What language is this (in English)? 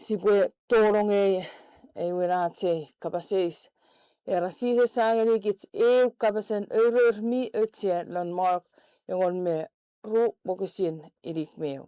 Chuukese